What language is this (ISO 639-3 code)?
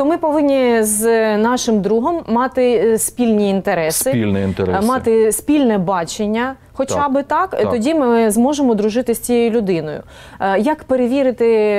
ukr